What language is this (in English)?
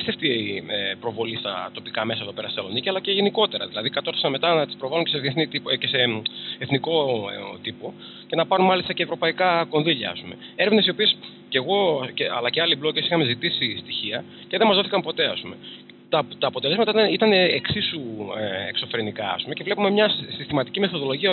Greek